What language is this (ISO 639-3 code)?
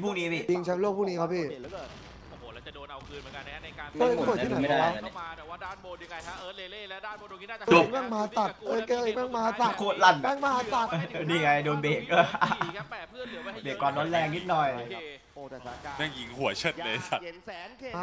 tha